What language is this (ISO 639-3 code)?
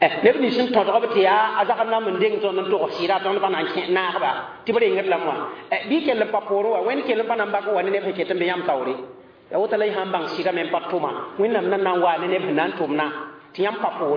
mos